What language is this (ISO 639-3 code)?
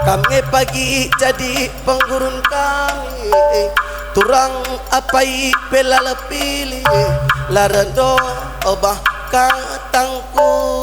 btx